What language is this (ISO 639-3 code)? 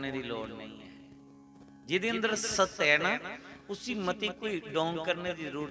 doi